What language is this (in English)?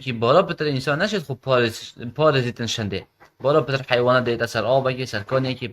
Kurdish